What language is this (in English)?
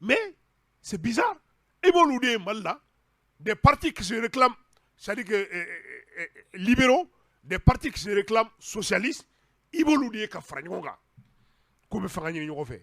Bambara